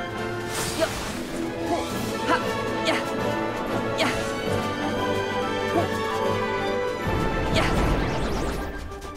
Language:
Japanese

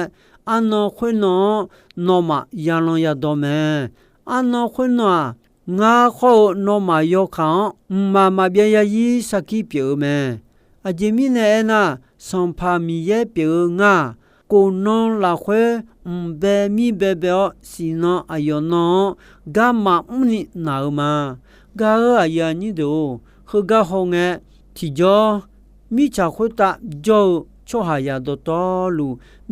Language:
Akha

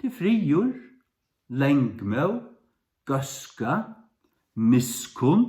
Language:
Faroese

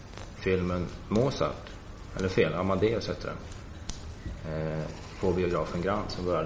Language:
Swedish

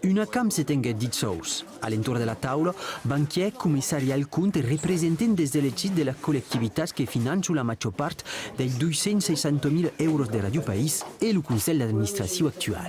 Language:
Occitan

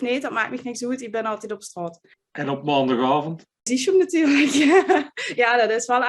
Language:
Limburgish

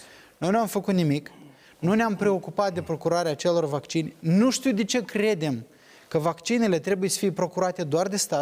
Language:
Romanian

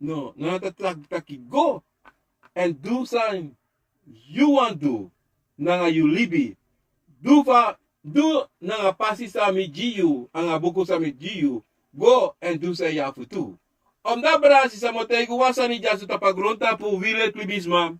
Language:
Sranan Tongo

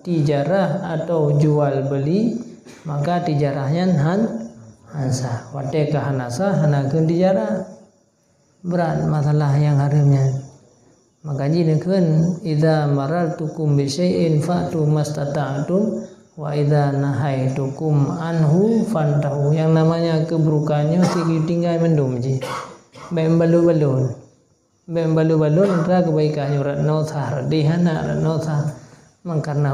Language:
Achinese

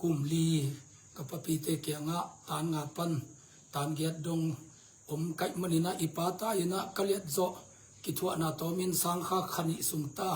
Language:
Tedim Chin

